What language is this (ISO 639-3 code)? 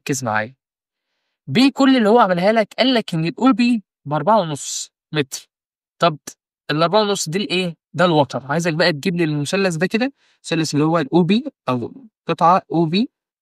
arz